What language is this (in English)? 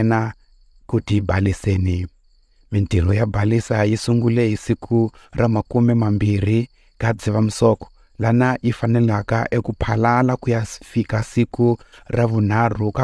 Tsonga